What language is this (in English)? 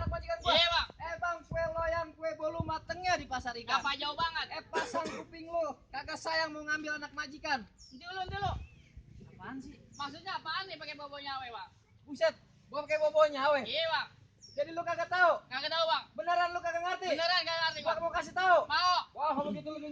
Betawi